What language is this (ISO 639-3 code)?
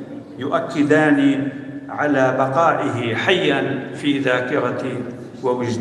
apc